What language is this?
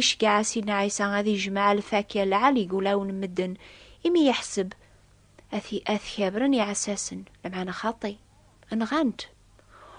Kabyle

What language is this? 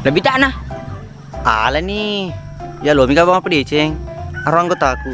Buginese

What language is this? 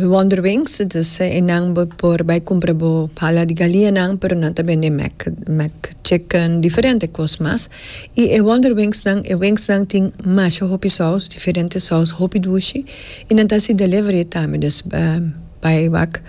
Papiamento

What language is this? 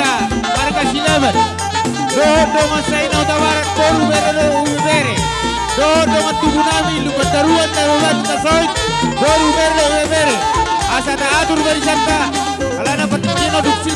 Batak Toba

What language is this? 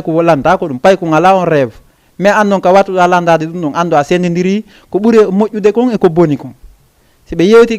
Fula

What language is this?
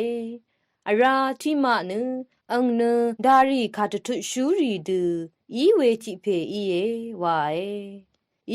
Rawang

